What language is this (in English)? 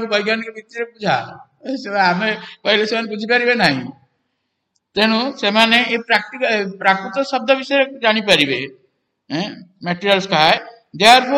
Odia